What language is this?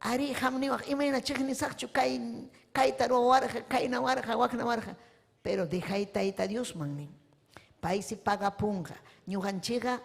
Ayacucho Quechua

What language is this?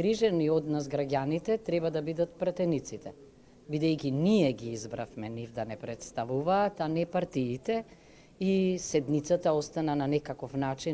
Macedonian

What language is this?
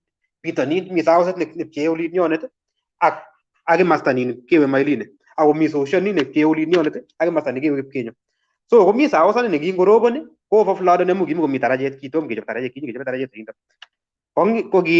Kalenjin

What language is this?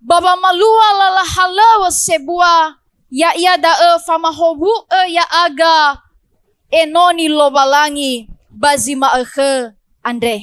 Nias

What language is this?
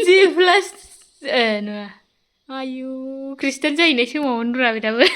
Bodo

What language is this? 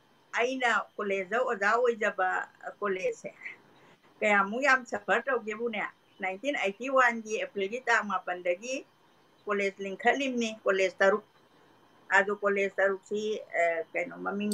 Manipuri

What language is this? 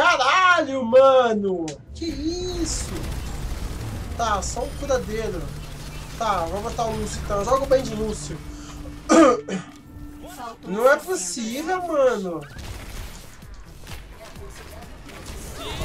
Portuguese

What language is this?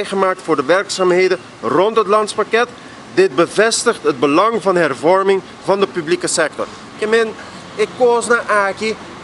Papiamento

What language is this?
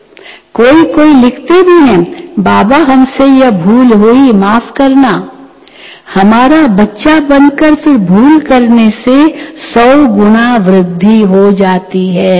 Hindi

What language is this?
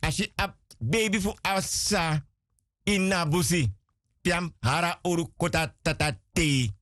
Sranan Tongo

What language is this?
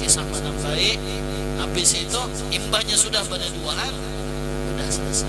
Banjar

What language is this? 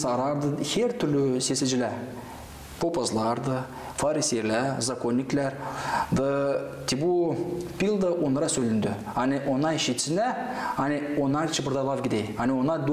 Gagauz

